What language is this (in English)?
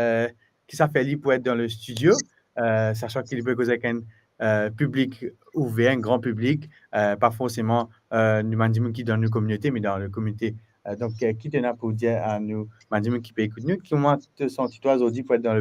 Morisyen